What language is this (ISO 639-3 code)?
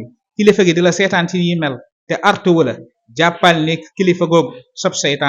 wol